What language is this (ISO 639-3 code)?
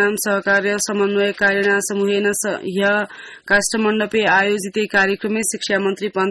san